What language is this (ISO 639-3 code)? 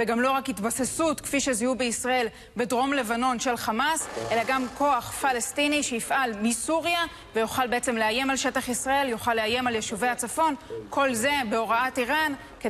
heb